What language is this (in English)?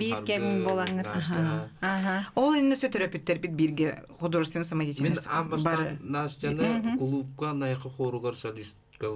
Yakut